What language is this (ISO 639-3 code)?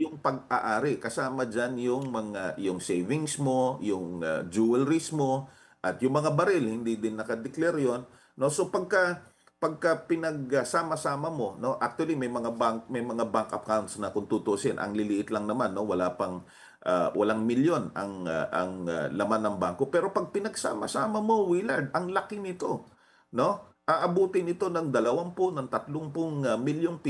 fil